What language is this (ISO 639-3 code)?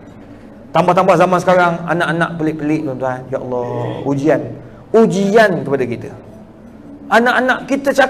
msa